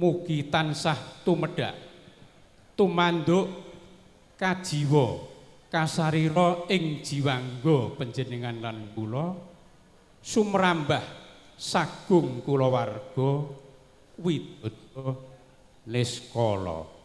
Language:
Javanese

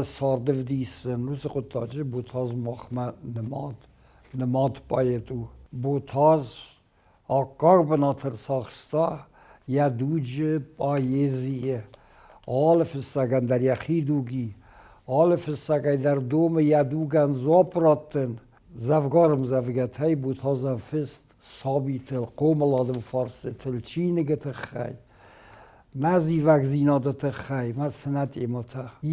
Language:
Ossetic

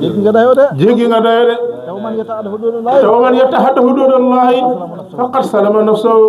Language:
Wolof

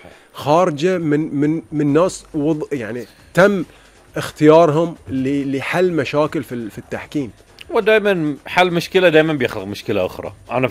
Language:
Gulf Arabic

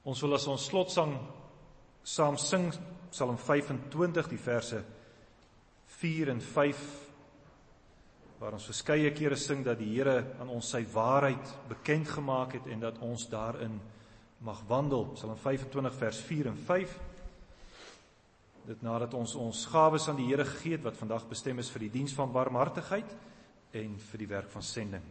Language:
Afrikaans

